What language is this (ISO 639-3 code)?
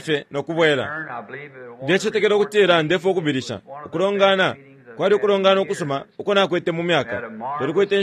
bem